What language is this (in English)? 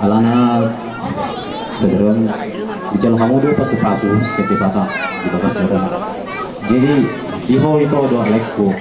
Batak Toba